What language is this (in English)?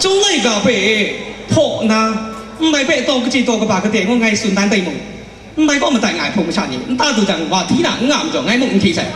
Kachin